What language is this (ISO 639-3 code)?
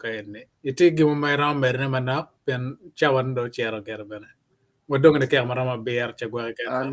ach